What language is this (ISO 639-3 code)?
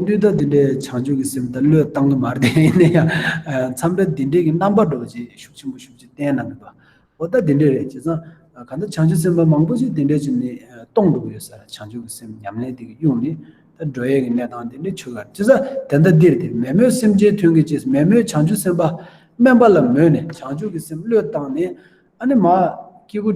bod